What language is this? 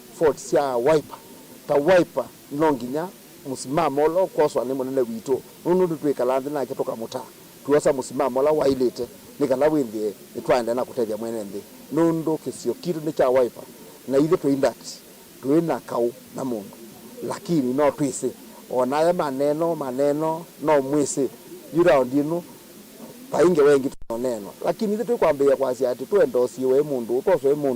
Kamba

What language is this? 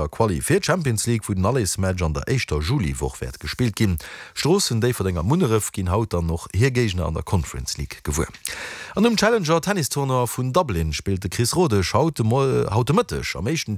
Luxembourgish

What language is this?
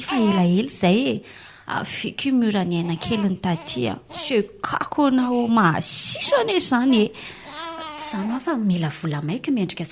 Malagasy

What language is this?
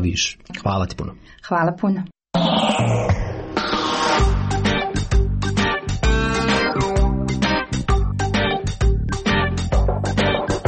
Croatian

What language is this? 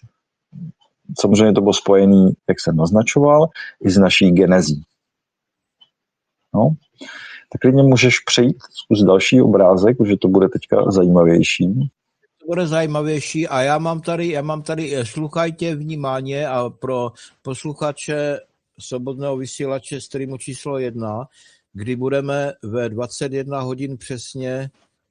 Czech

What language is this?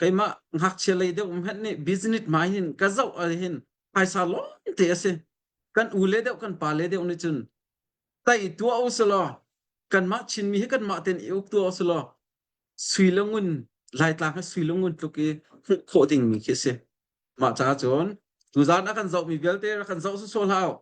Hakha Chin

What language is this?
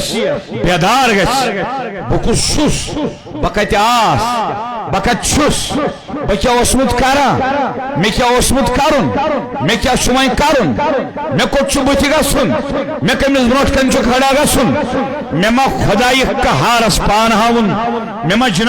Kashmiri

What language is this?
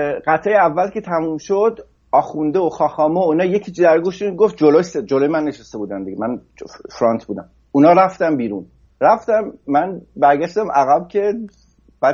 Persian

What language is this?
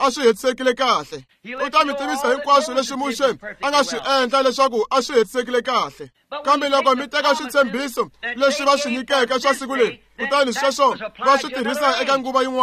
Tsonga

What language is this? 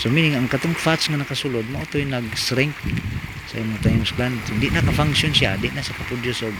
Cebuano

